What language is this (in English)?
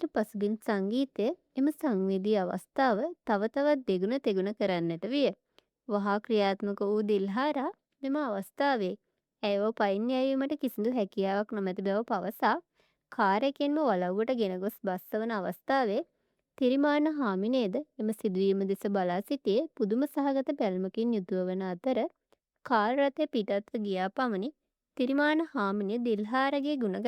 Sinhala